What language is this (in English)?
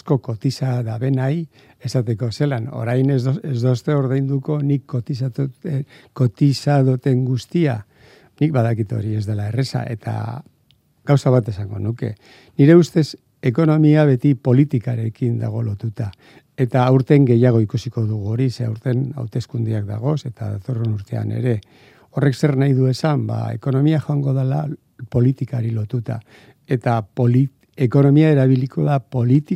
Basque